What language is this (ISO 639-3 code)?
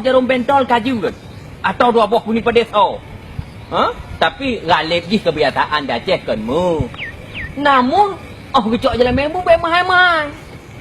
ace